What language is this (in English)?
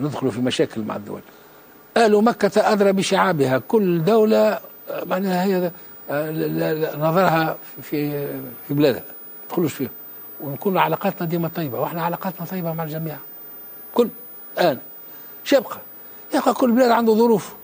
Tunisian Arabic